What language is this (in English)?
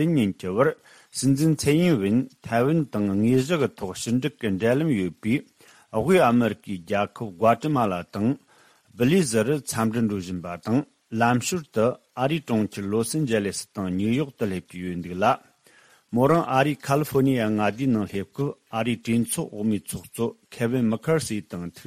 Tibetan